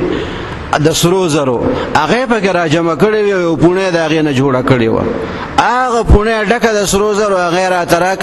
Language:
Pashto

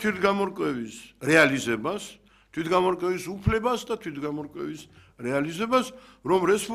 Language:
Georgian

